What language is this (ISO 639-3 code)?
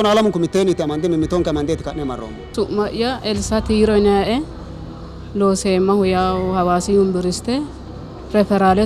sid